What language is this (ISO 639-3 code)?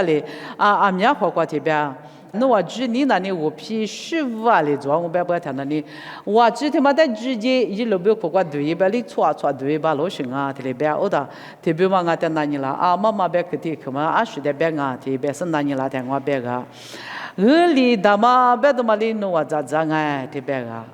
lis